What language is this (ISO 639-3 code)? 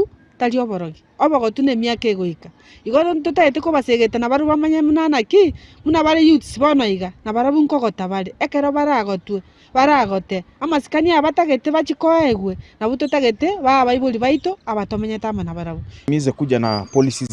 guz